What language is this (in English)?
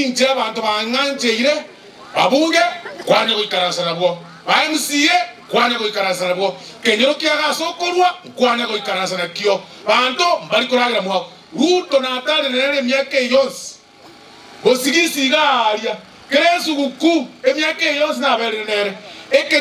Gusii